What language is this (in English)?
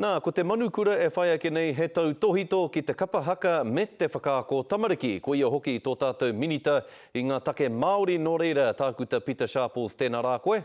Māori